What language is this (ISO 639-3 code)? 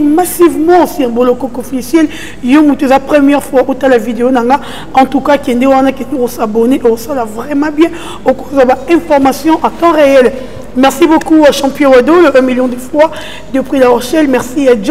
lin